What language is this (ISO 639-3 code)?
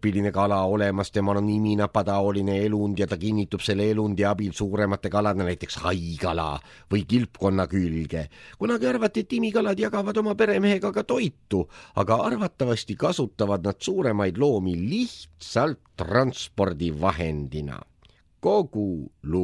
est